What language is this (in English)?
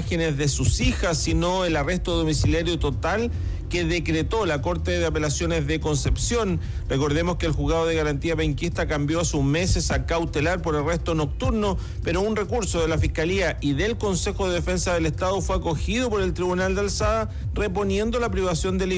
Spanish